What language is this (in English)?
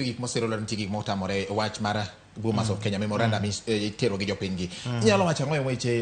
Luo (Kenya and Tanzania)